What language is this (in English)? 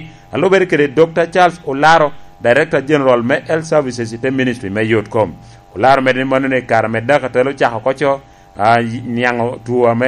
Lango (Uganda)